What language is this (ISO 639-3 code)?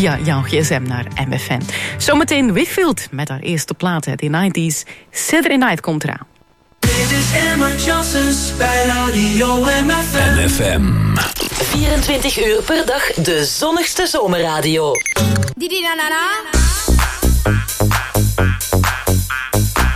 nld